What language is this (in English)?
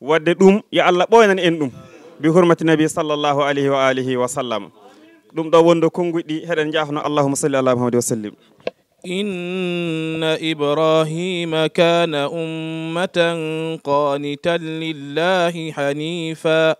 Fula